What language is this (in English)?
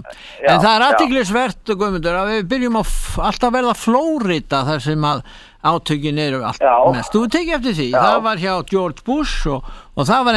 Icelandic